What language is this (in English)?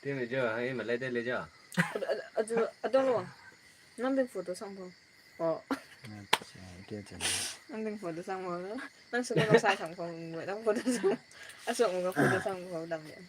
Naga Pidgin